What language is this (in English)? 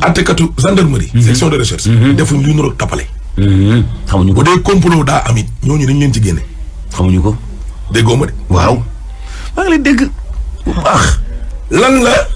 Wolof